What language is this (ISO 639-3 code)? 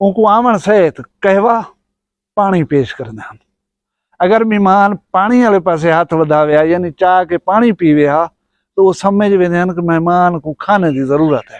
skr